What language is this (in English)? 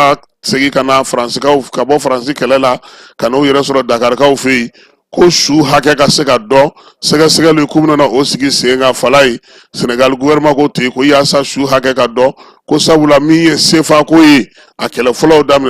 Bambara